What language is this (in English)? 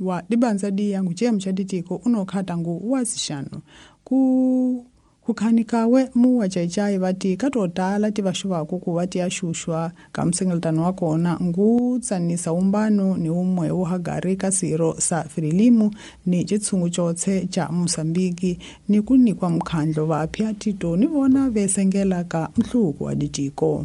Tsonga